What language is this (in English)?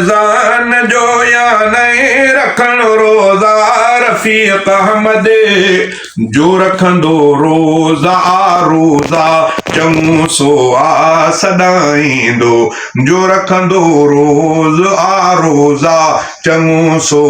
Sindhi